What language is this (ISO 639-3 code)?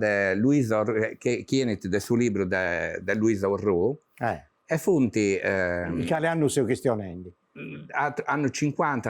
srd